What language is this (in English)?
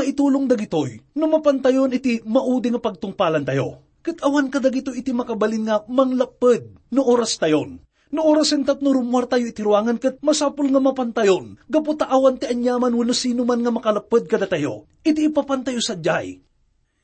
Iloko